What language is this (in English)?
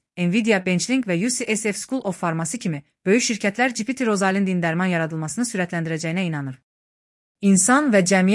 Azerbaijani